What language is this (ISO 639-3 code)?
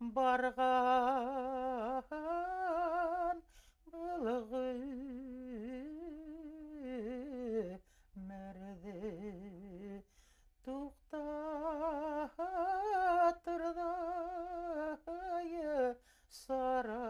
bak